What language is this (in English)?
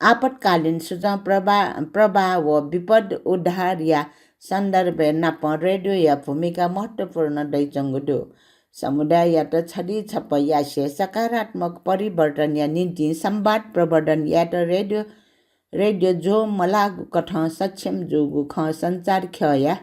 Newari